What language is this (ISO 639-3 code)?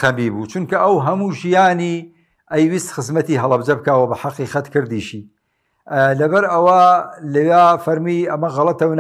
ckb